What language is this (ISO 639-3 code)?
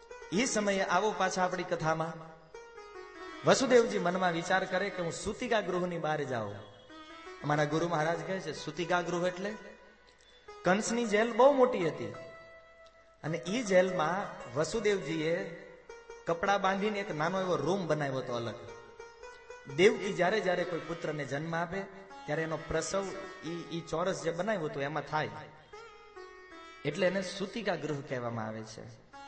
guj